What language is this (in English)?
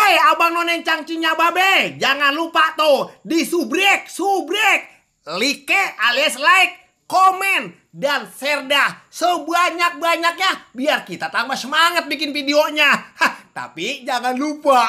Betawi